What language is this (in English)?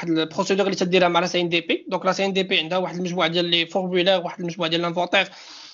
Moroccan Arabic